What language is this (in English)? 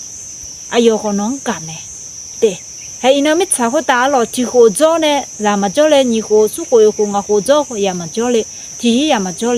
Akha